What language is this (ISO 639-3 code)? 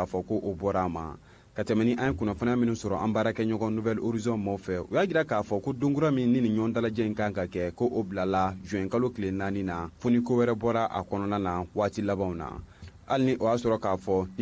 bam